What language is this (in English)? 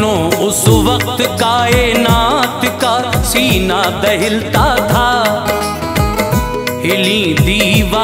Hindi